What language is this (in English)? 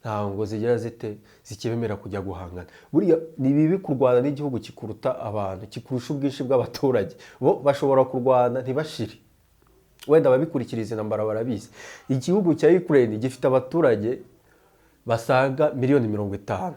Kinyarwanda